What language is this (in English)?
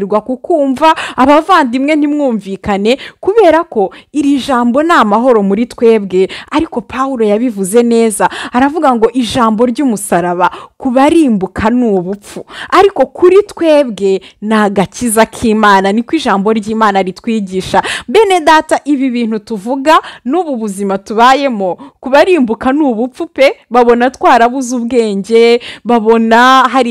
Kinyarwanda